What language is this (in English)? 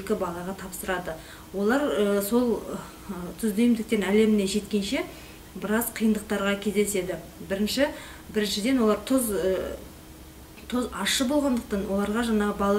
Kazakh